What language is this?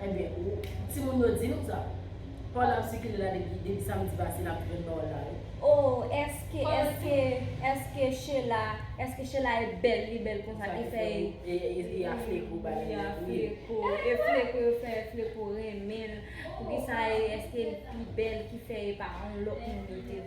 Haitian Creole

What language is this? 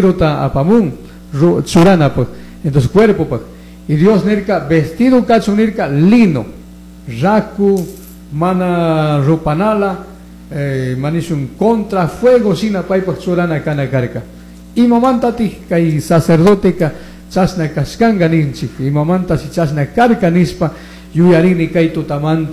Chimborazo Highland Quichua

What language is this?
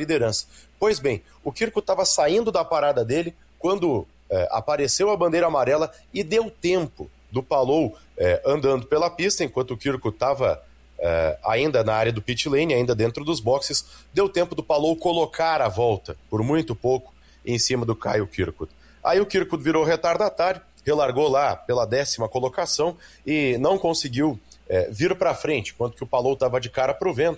Portuguese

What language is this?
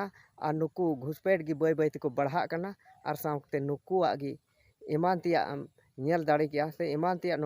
Santali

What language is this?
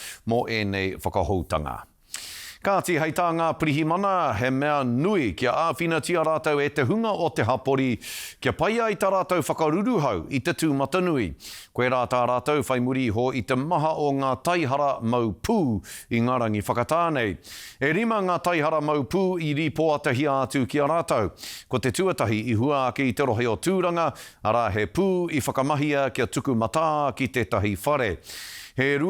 Māori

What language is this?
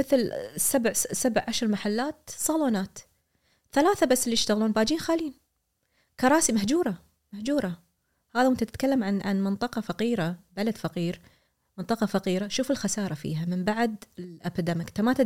Gulf Arabic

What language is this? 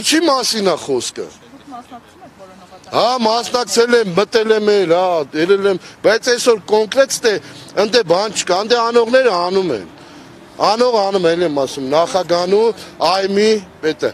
Armenian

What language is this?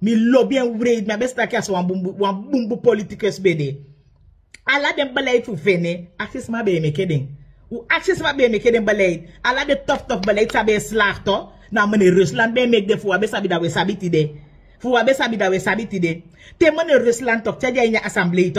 Sranan Tongo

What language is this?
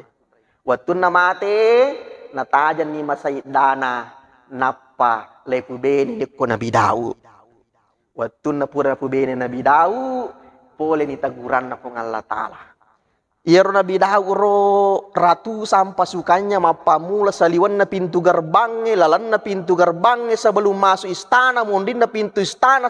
Buginese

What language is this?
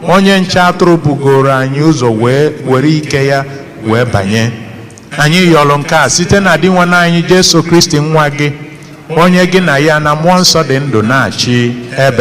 Igbo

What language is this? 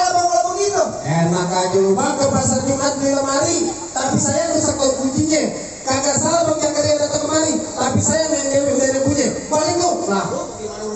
Betawi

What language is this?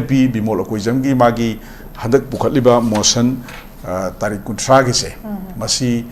Manipuri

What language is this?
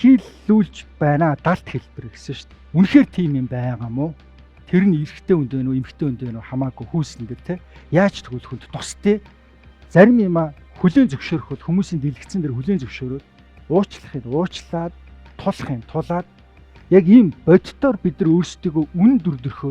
Mongolian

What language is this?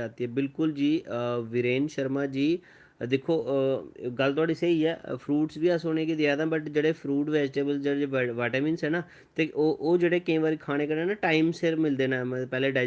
Dogri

